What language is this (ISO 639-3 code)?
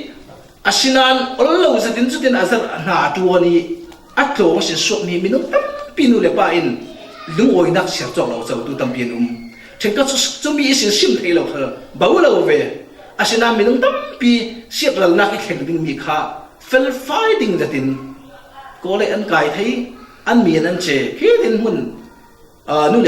cfm